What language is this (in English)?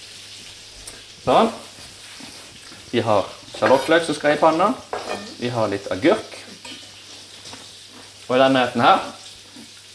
Norwegian